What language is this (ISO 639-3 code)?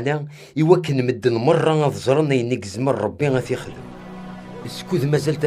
kab